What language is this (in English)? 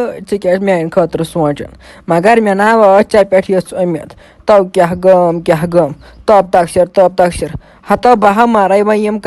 Kashmiri